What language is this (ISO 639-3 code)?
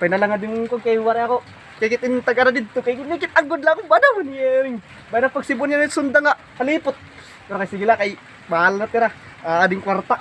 war